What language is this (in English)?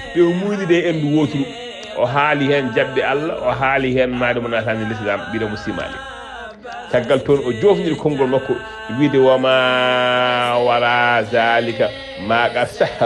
Fula